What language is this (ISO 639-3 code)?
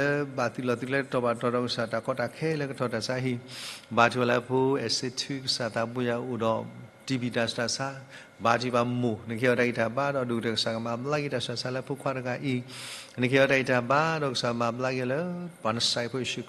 ksw